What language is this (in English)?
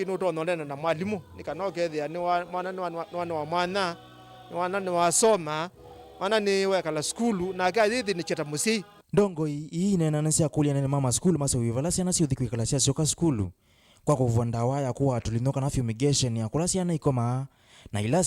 Kamba